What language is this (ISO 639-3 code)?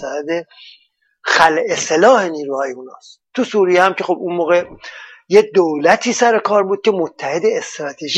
fas